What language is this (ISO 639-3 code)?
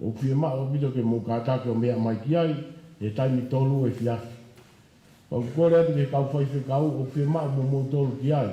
ton